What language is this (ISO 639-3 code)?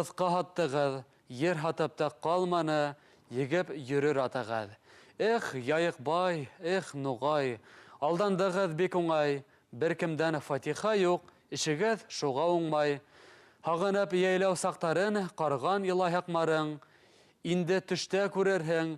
bak